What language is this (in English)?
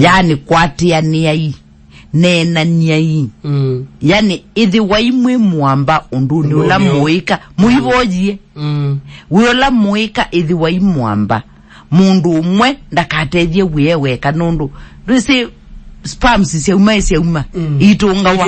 Kamba